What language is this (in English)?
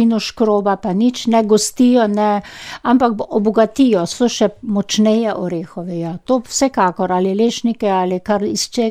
Slovenian